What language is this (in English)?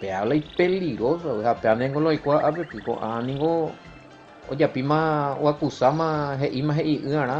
Guarani